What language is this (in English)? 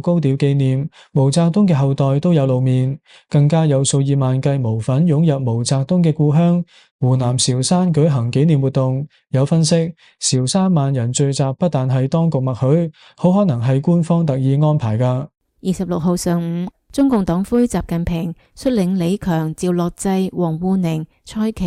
Cantonese